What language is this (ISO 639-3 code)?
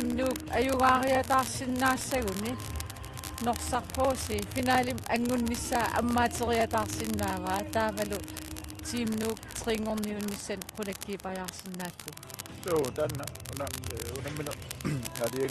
kal